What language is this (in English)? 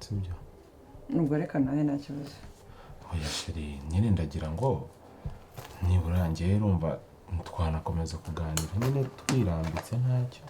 Kinyarwanda